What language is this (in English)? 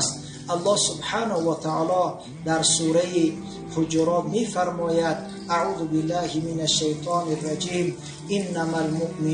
Tajik